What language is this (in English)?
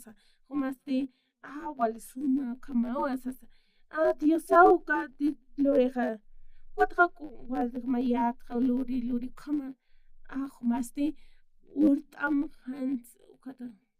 Aymara